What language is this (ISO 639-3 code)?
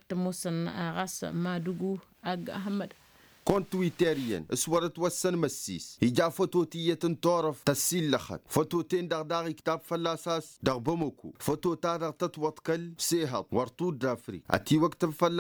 taq